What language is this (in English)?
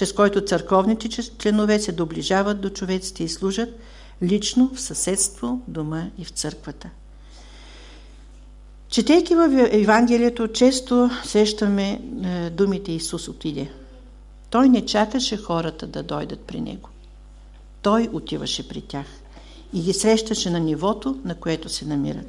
Bulgarian